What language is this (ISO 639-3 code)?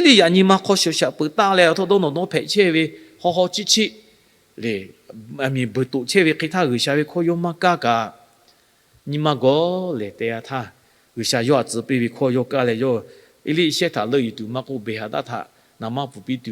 lhu